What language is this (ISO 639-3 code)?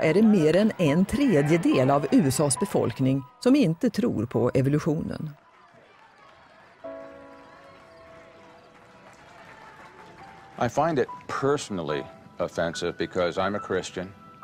swe